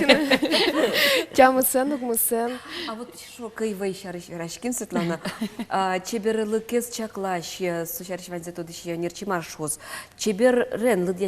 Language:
Udmurt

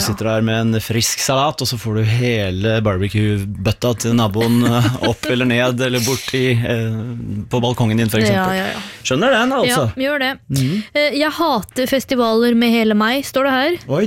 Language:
Norwegian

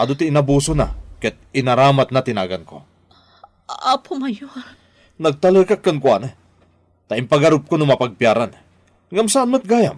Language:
Iloko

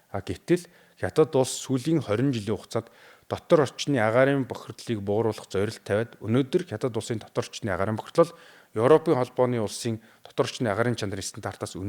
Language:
Mongolian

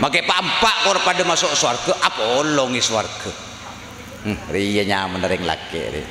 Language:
Madurese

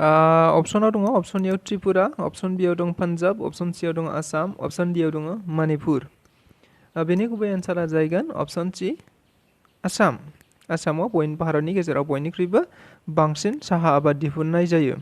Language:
Bodo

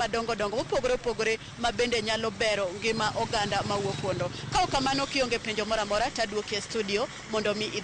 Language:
Luo (Kenya and Tanzania)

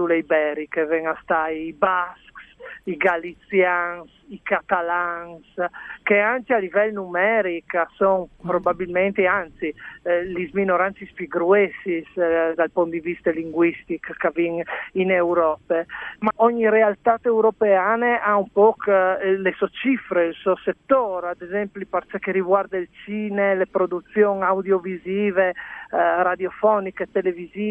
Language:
Friulian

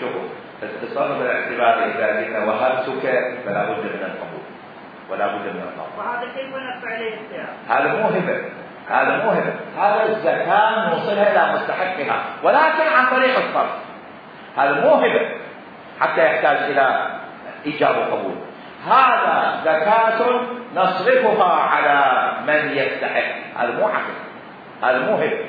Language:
Mesopotamian Arabic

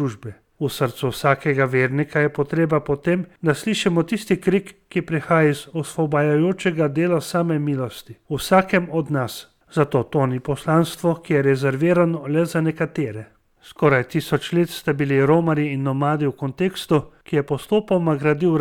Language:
Slovenian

